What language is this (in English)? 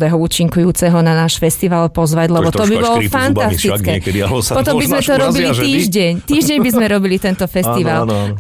Slovak